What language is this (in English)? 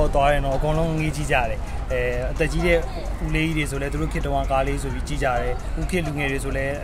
Burmese